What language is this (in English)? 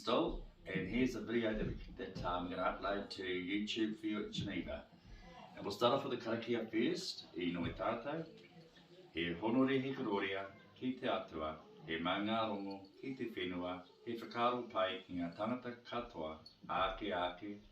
Māori